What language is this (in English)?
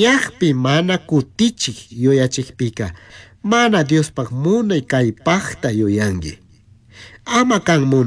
Chimborazo Highland Quichua